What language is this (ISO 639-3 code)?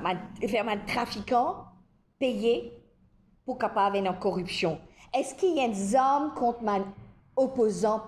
mfe